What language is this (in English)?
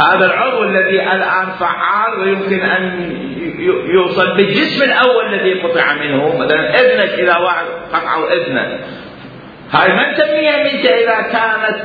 Mesopotamian Arabic